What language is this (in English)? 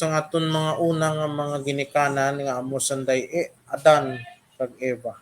Hiligaynon